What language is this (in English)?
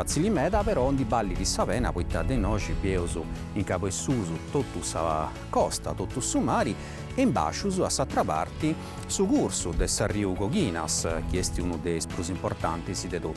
Sardinian